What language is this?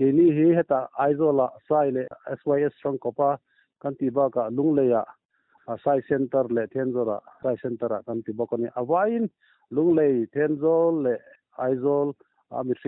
Mizo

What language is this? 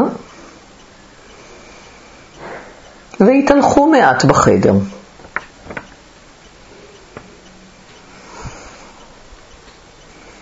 Hebrew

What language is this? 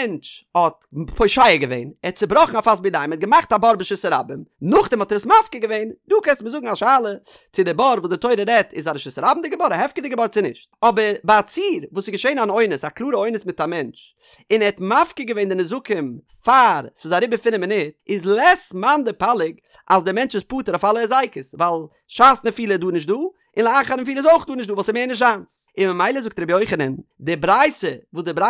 Yiddish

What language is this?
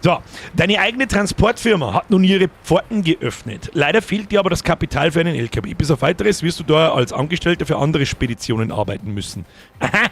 Bavarian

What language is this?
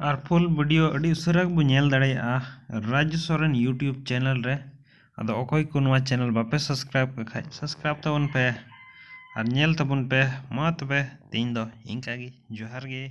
Santali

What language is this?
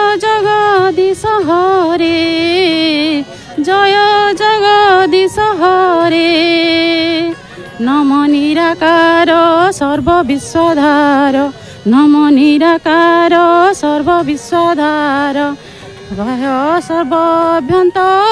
Odia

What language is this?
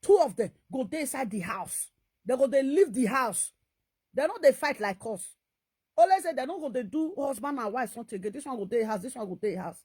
Nigerian Pidgin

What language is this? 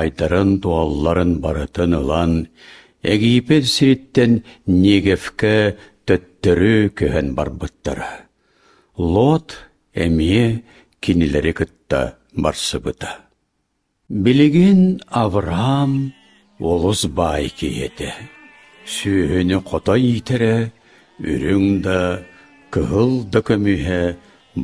Yakut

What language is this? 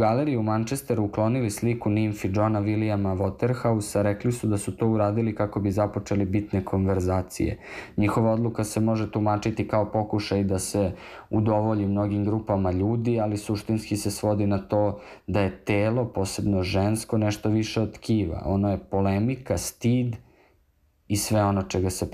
Serbian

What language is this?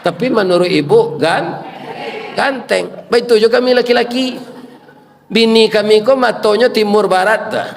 Minangkabau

